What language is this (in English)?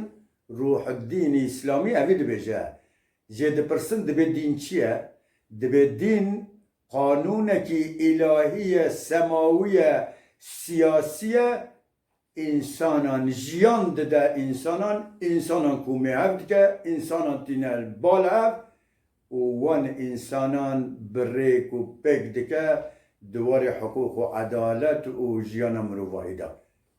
Kurdish